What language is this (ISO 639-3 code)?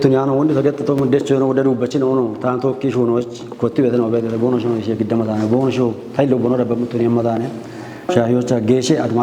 kbr